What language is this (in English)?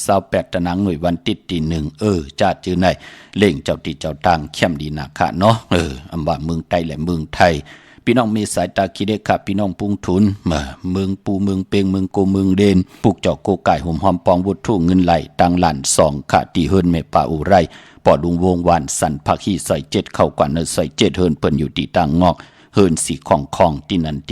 Shan